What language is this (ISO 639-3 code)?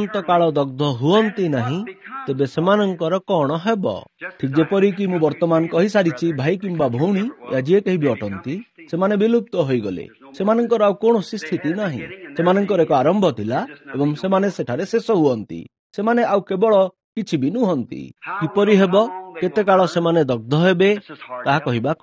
ori